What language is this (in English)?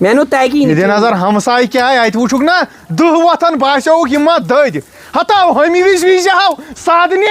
Kashmiri